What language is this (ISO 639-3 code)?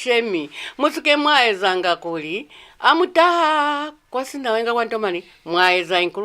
loz